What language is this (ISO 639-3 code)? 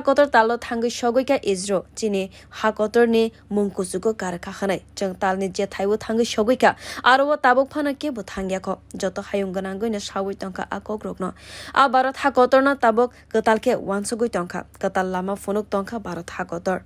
trp